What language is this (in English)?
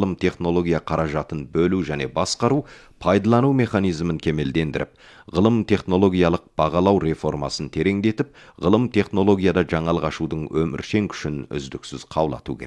Kazakh